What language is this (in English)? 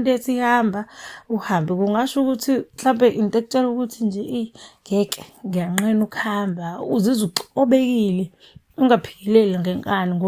Zulu